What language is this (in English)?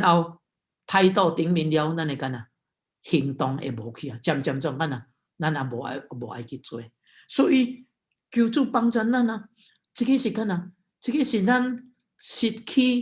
Min Nan Chinese